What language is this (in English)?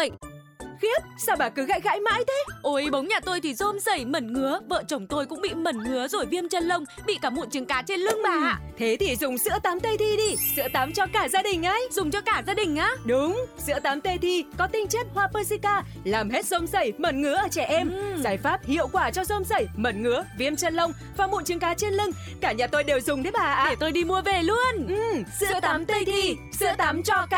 Vietnamese